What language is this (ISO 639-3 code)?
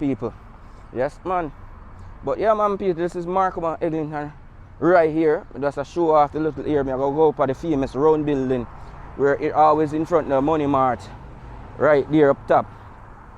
jam